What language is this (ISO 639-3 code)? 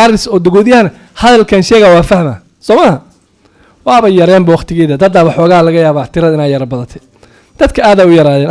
som